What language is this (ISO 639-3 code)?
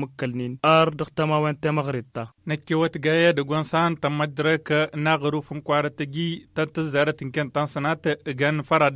taq